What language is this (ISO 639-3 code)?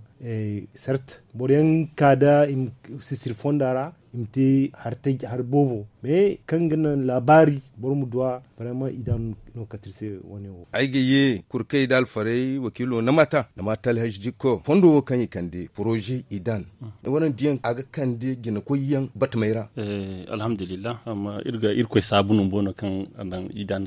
dje